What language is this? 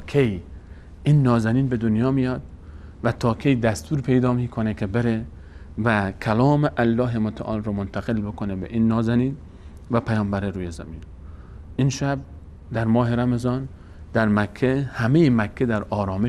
Persian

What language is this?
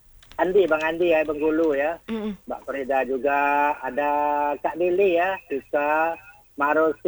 Indonesian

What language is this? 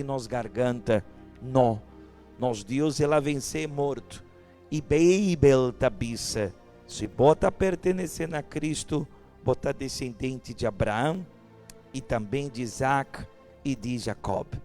Papiamento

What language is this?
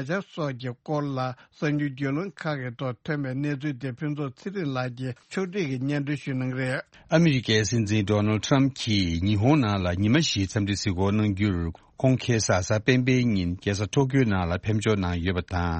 Tibetan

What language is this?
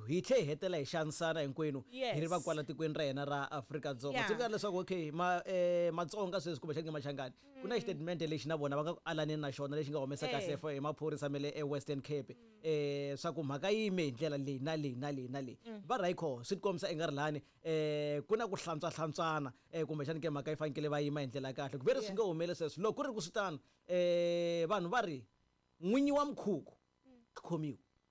Tsonga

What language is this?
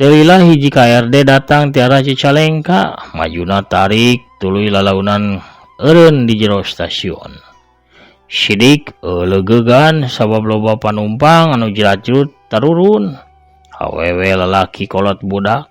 Sundanese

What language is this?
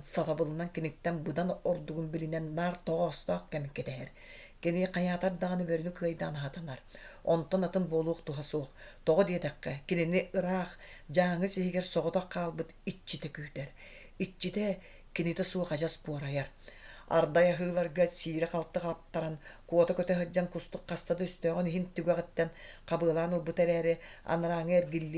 Yakut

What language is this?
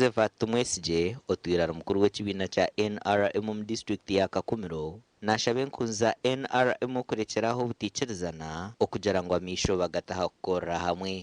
Nyankole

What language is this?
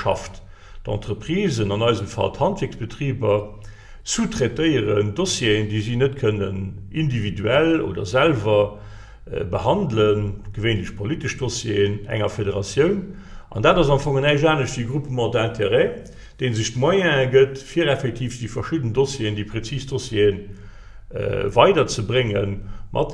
Luxembourgish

